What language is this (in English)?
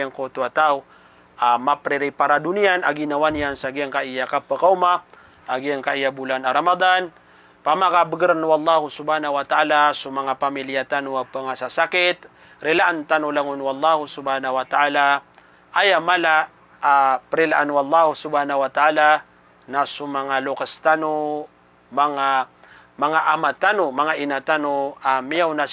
Maranao